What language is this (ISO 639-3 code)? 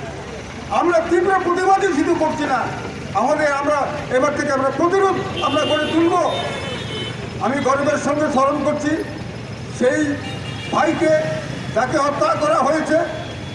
ben